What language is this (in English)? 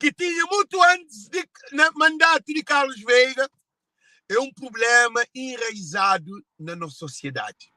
Kabuverdianu